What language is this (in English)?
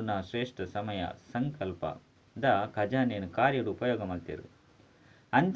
Tulu